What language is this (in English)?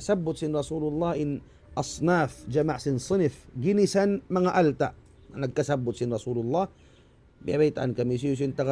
Tausug